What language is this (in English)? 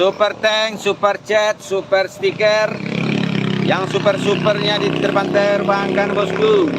Minangkabau